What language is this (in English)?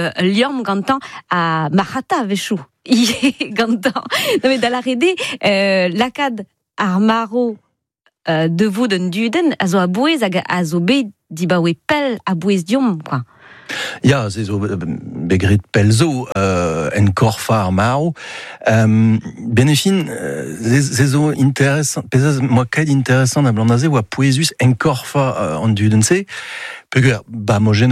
Breton